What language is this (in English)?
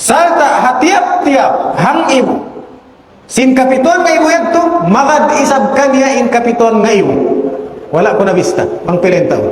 Tausug